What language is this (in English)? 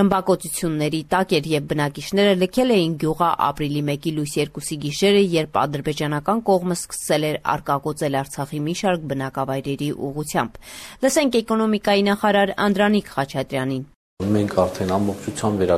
Armenian